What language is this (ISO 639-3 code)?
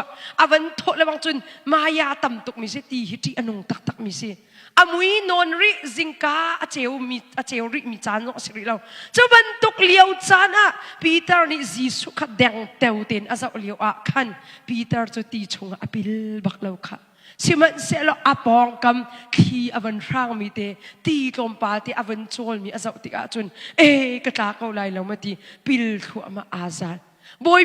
cnh